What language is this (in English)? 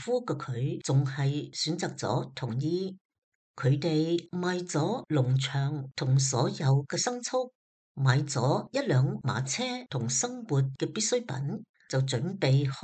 Cantonese